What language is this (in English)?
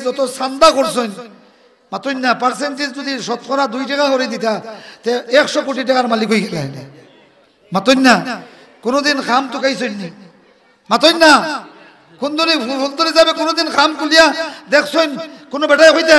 Sylheti